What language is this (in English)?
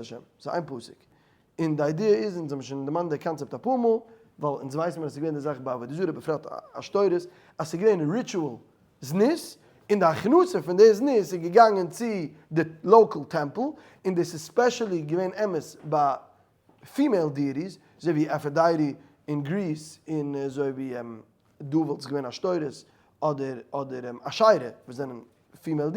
Yiddish